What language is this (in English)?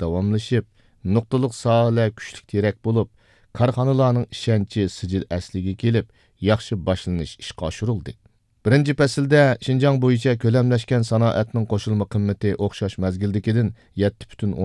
Uyghur